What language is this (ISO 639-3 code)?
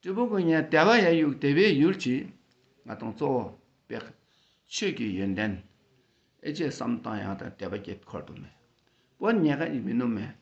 dka